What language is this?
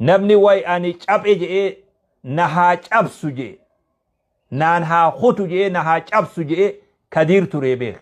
Oromo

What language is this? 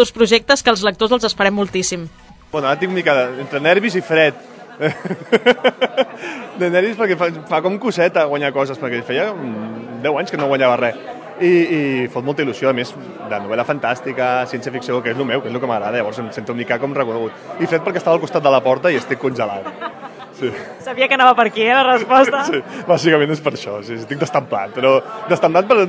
Catalan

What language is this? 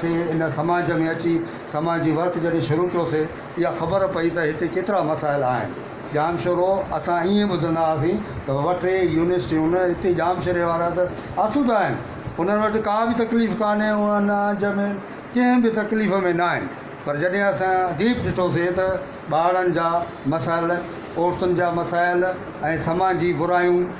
Sindhi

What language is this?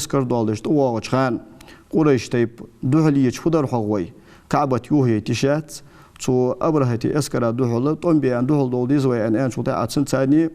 Ingush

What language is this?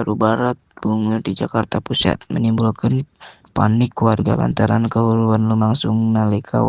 Sundanese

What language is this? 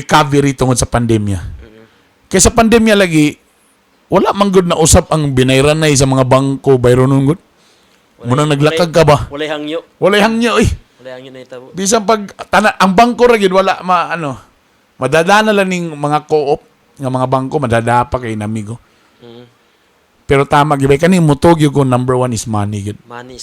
Cebuano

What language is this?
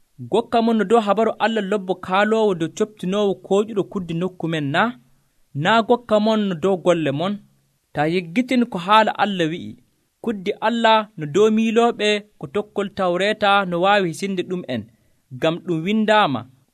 Nigerian Fulfulde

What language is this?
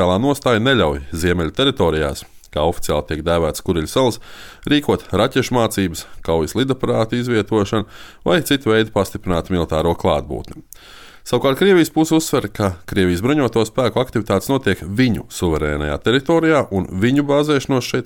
Latvian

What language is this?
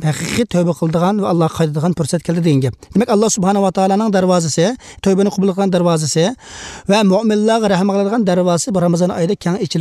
Uyghur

